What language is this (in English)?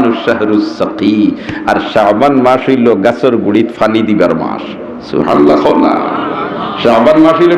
Sylheti